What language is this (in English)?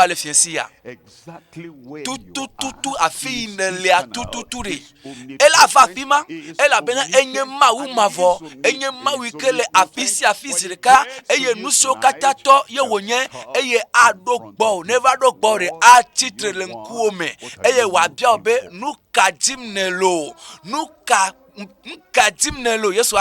Ewe